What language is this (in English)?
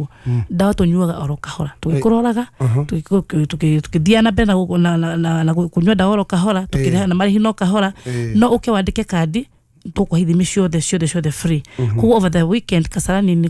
Kikuyu